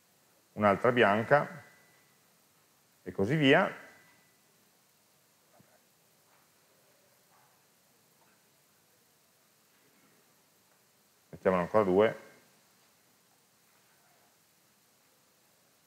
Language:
Italian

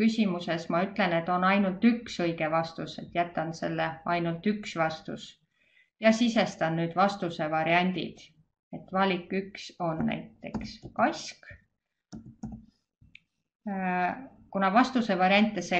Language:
Estonian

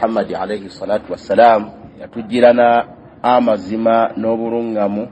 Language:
Ganda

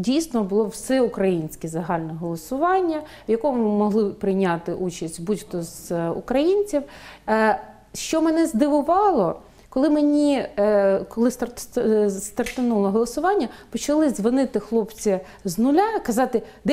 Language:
Ukrainian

